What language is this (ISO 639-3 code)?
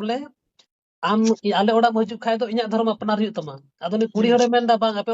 sat